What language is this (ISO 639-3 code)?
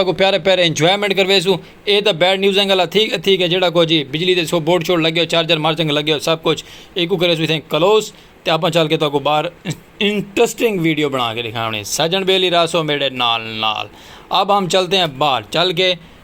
skr